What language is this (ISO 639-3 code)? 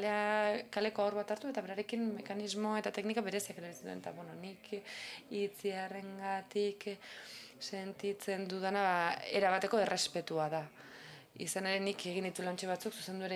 eus